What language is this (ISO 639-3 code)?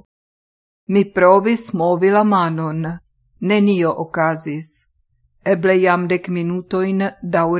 epo